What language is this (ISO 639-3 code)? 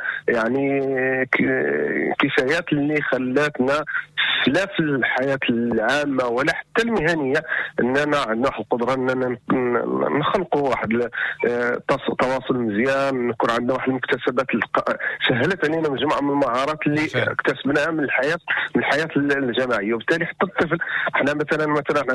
ary